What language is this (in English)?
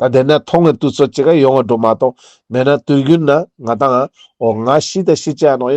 Ladakhi